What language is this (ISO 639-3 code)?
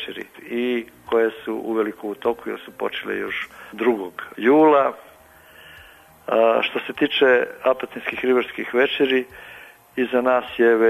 srp